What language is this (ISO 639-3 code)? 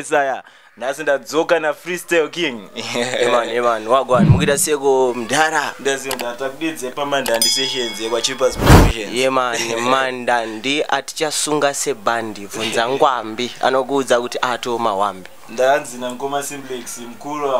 sna